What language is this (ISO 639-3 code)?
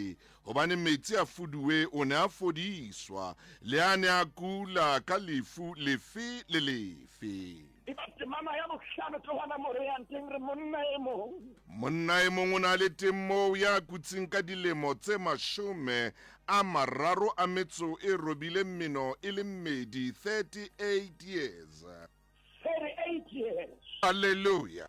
sot